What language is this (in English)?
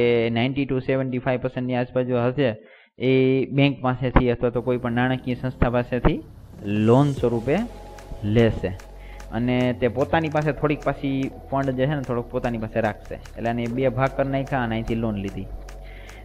Gujarati